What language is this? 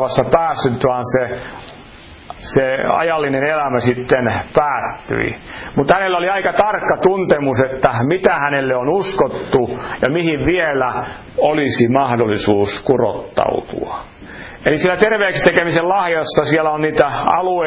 Finnish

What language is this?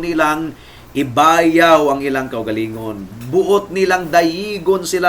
Cebuano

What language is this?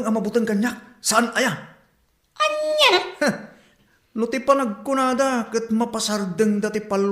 Iloko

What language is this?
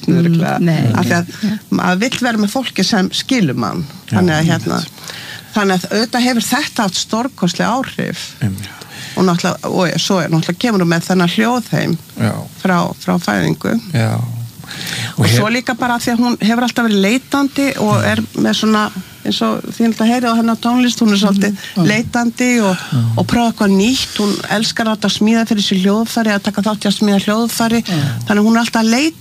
Icelandic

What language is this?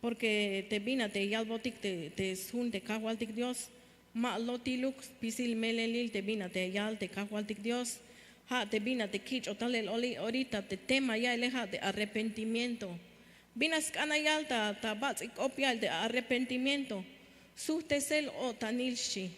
Tzeltal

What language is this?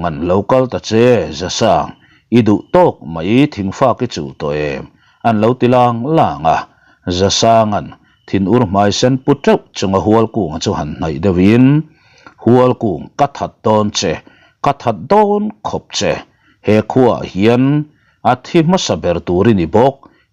Mizo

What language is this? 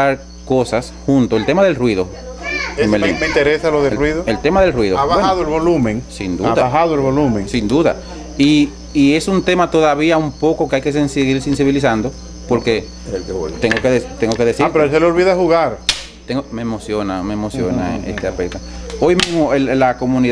Spanish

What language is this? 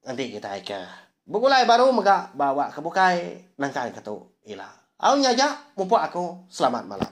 Iban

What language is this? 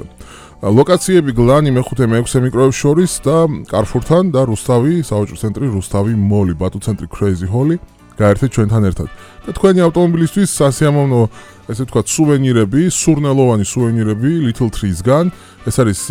Georgian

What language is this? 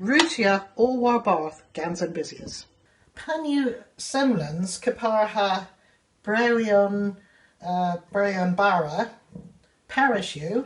Cornish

